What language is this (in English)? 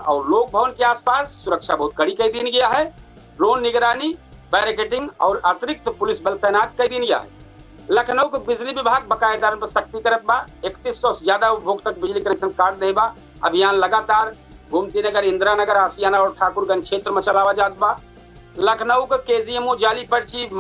Awadhi